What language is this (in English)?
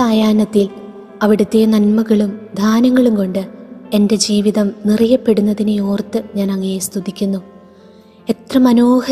Malayalam